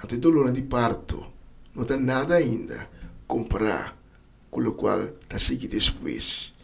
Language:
Papiamento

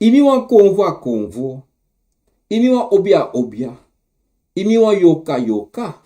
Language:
Sranan Tongo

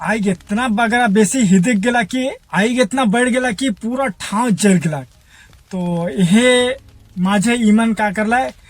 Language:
Sadri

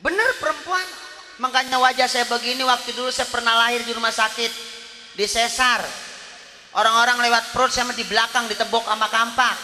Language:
Betawi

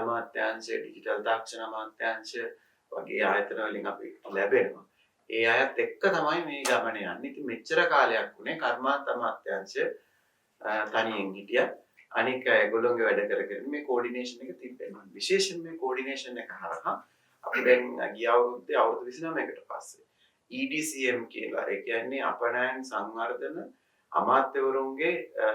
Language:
Sinhala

